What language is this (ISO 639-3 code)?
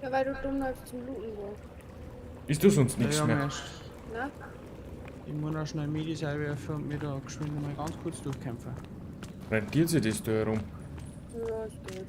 bar